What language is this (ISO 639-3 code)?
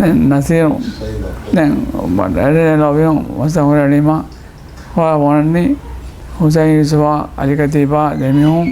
div